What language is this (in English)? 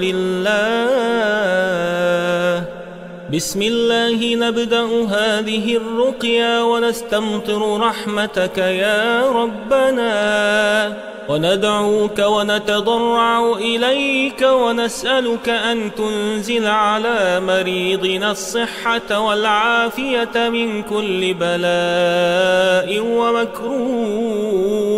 Arabic